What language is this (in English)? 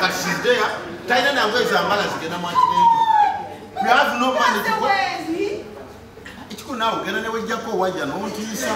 Ganda